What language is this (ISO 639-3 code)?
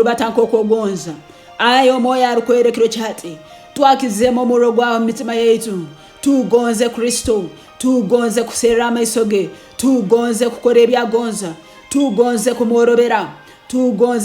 ttj